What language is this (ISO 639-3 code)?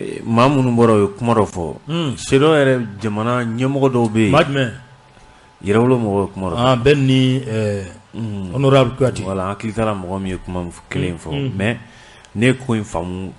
bam